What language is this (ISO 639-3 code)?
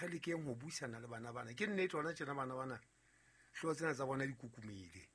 sot